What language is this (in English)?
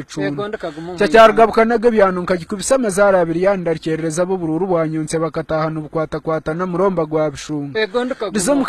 Nyankole